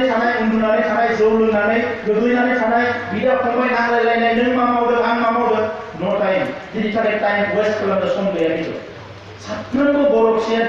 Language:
Bodo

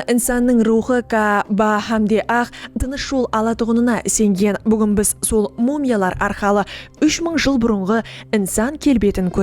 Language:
Kara-Kalpak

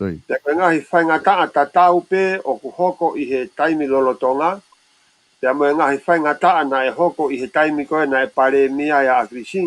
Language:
Tongan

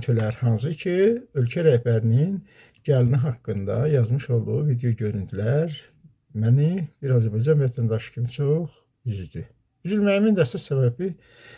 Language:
Azerbaijani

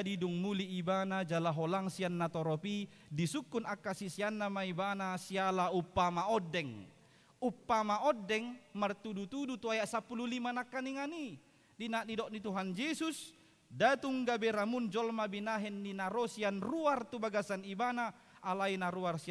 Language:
Batak Toba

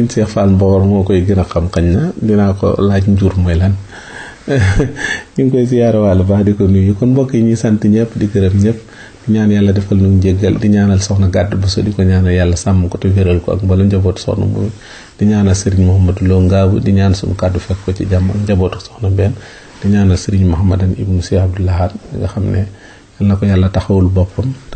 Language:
Wolof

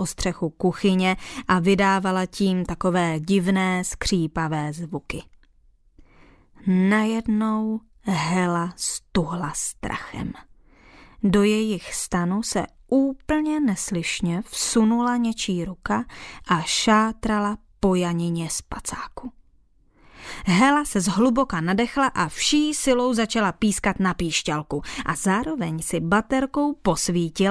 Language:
Czech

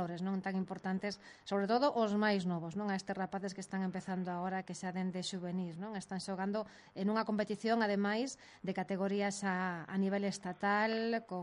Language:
Galician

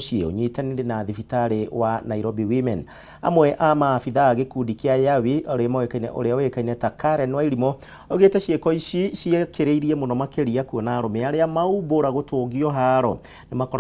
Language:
Kikuyu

